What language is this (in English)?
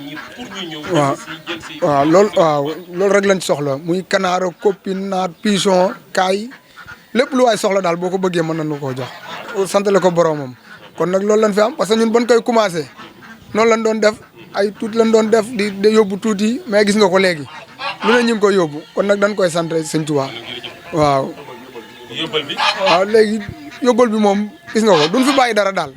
Wolof